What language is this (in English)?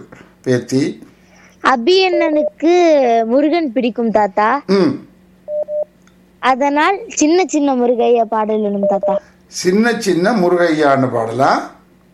Tamil